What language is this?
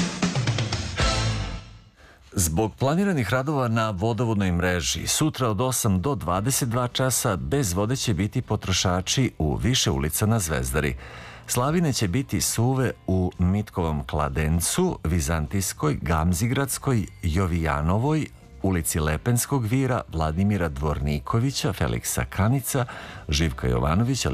Serbian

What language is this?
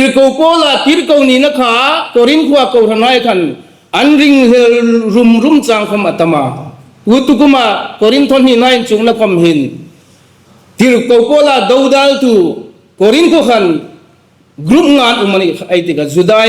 Hmar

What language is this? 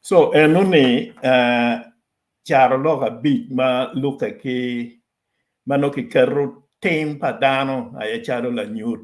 Acoli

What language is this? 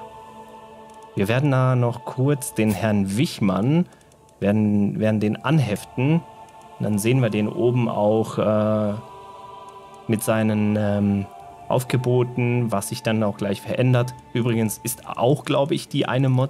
German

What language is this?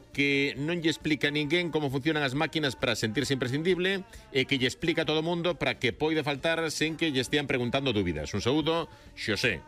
Galician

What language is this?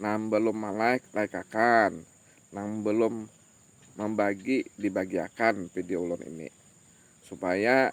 Banjar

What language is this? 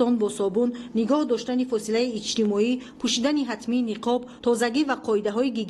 Tajik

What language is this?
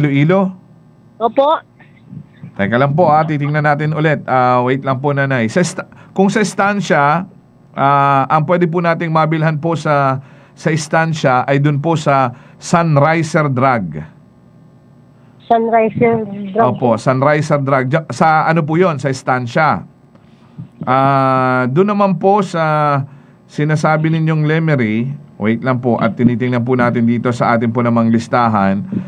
Filipino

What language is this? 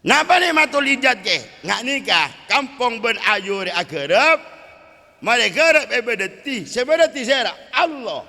Madurese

